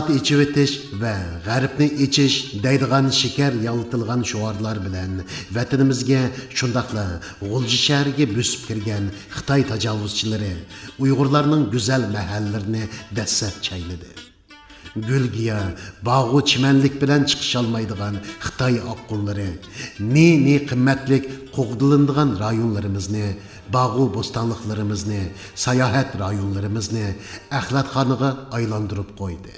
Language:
Uyghur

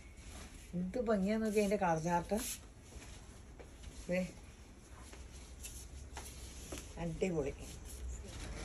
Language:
Malayalam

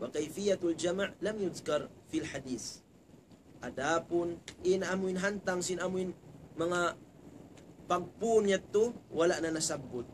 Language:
Tausug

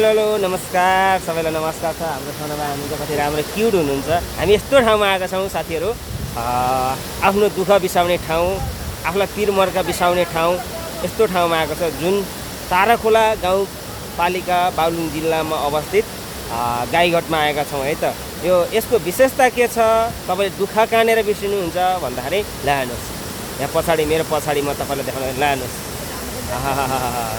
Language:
Nepali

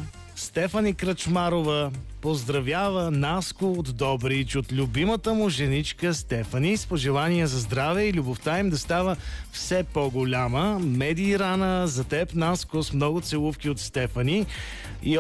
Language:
Bulgarian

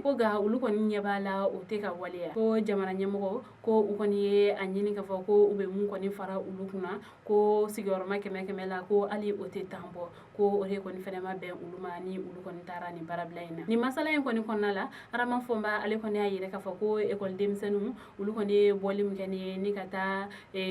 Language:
Bambara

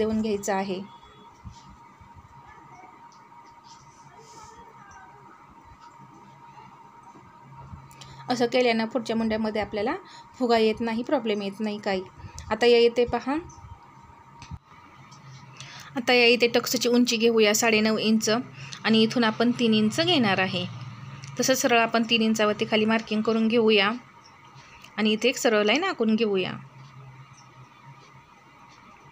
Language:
Marathi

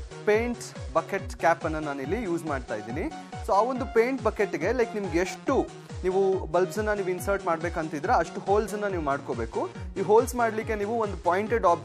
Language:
Kannada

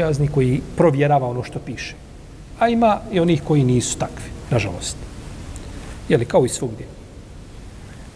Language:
Bosnian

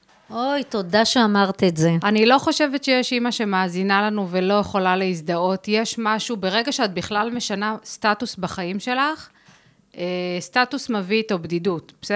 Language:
Hebrew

